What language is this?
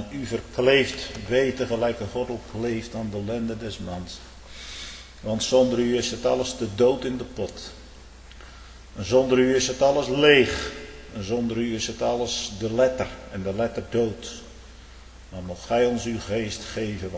Dutch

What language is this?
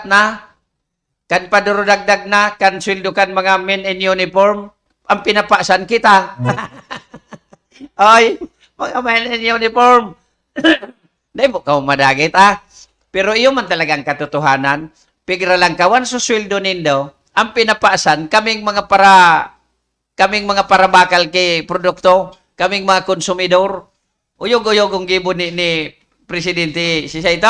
Bikol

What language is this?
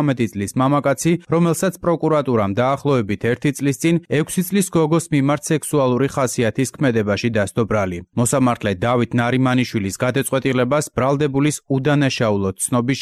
Georgian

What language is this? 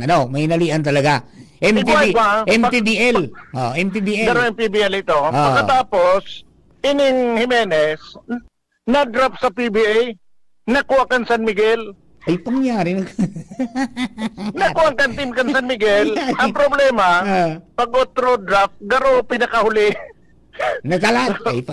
Bikol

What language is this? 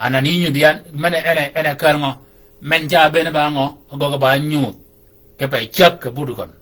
Shilluk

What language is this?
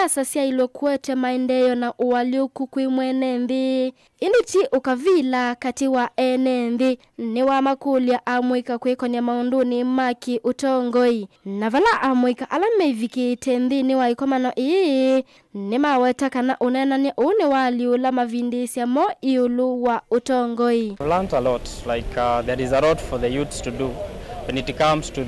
Kamba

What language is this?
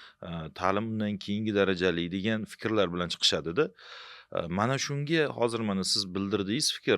Uzbek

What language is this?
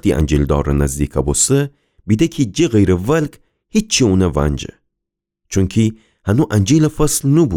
Gilaki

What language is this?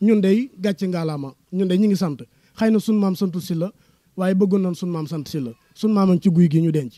Wolof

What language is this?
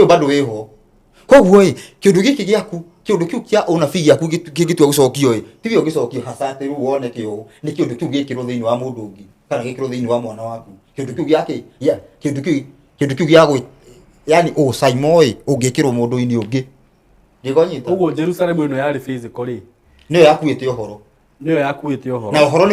Kikuyu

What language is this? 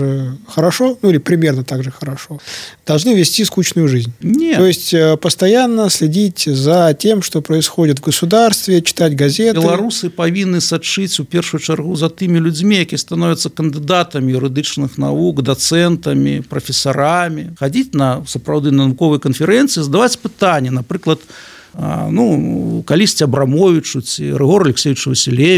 Belarusian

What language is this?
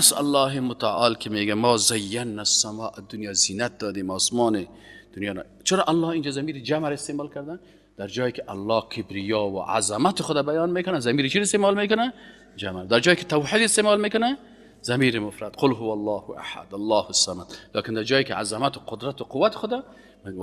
Persian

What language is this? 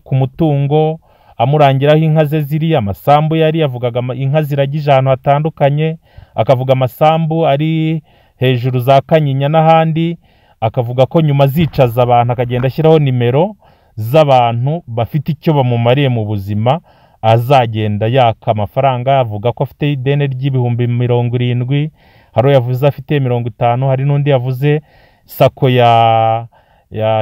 Kinyarwanda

